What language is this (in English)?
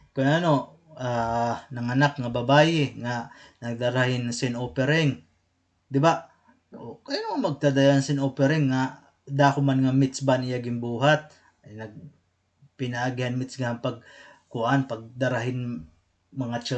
Waray